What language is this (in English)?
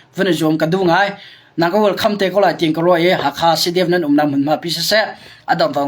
Hakha Chin